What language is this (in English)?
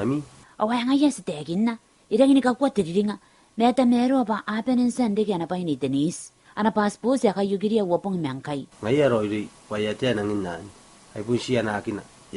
Gilbertese